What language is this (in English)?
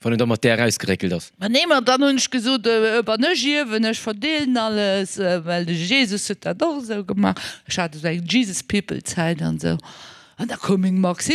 Luxembourgish